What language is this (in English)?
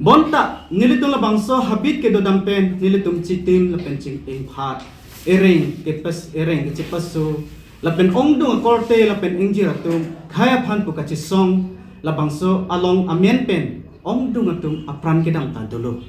Karbi